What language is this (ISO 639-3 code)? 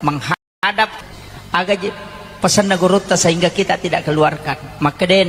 bug